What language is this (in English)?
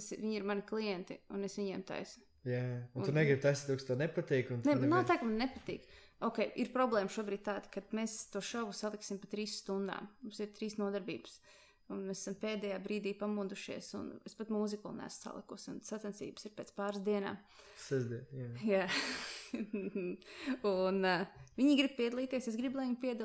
Latvian